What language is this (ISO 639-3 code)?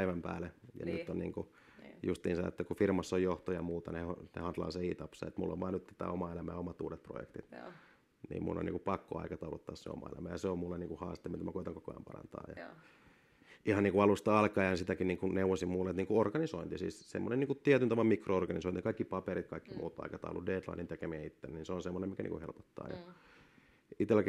fin